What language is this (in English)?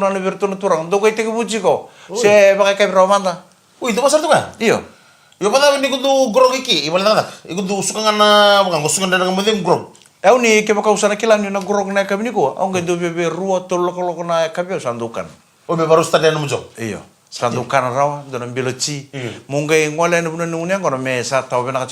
Fijian